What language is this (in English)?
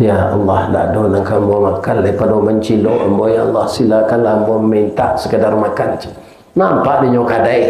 Minangkabau